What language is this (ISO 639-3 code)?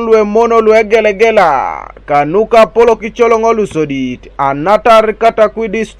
teo